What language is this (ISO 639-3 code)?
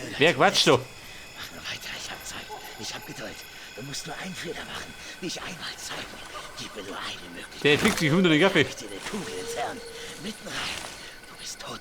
bar